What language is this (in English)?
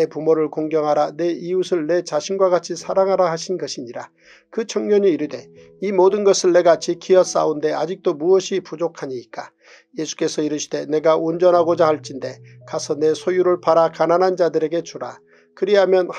Korean